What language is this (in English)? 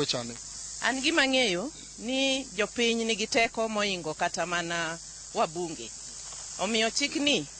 Luo (Kenya and Tanzania)